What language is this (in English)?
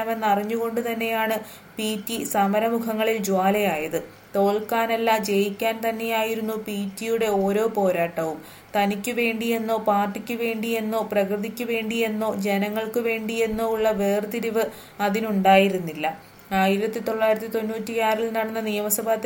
Malayalam